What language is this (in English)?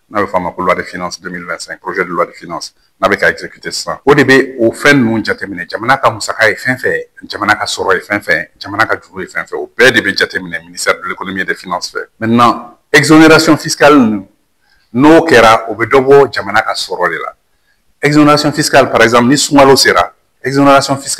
Bambara